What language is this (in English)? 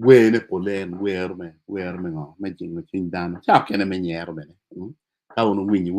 Acoli